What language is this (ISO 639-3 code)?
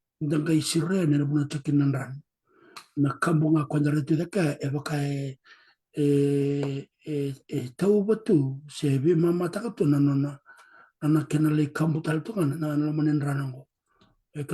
fij